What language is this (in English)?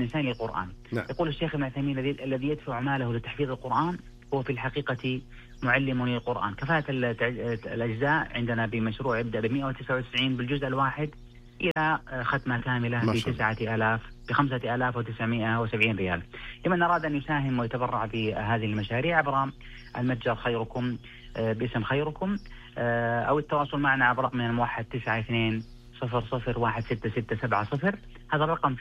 Arabic